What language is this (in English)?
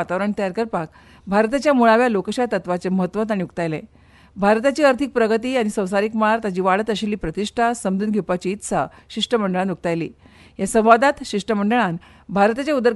Konkani